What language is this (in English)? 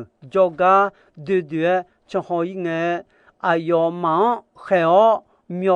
Akha